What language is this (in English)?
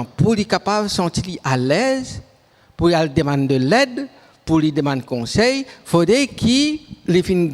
Morisyen